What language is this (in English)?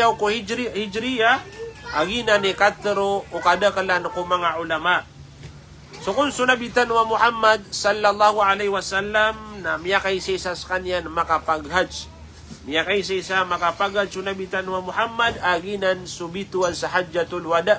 Maranao